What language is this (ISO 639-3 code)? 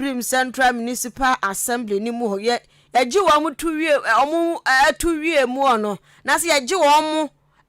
aka